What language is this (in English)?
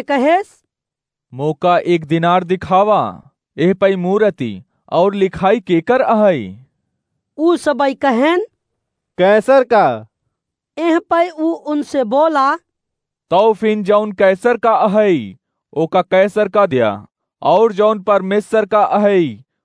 Awadhi